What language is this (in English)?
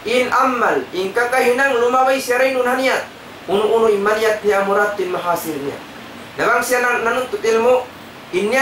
Tausug